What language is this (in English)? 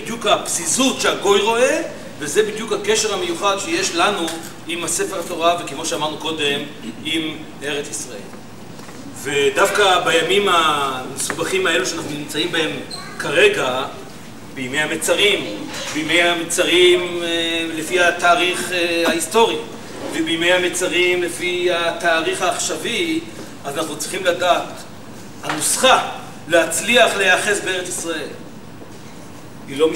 Hebrew